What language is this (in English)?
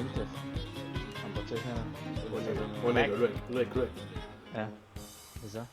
Swiss German